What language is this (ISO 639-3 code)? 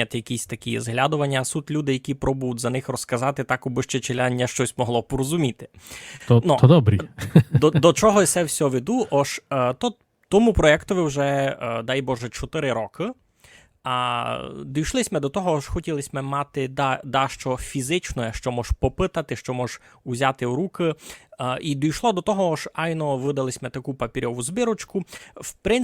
rue